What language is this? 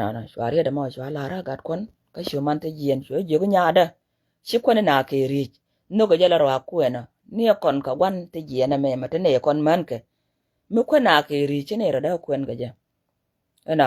Nuer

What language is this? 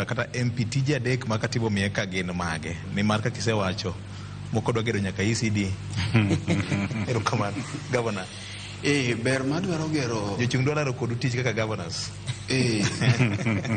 Luo (Kenya and Tanzania)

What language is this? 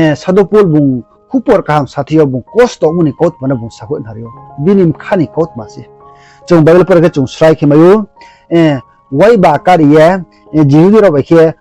Riang (India)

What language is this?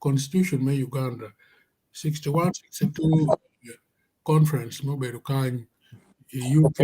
Acoli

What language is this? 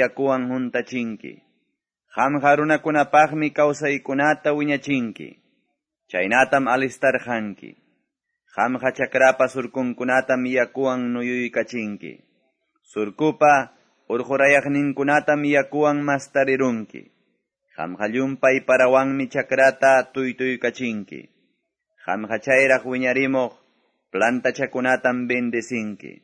Quechua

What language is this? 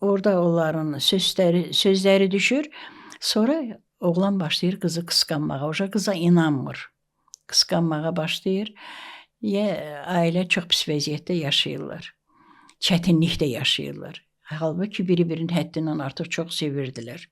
Azerbaijani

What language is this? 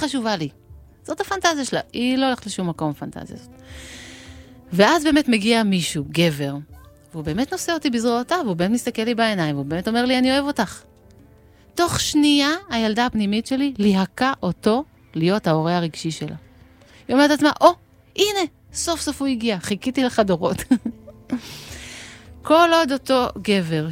Hebrew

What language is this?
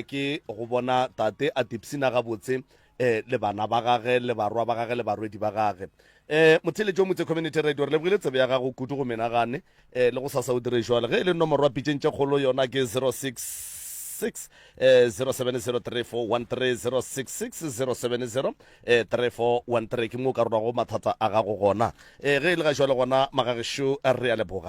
Northern Sotho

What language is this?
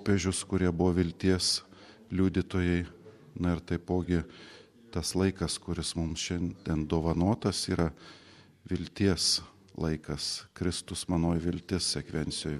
Lithuanian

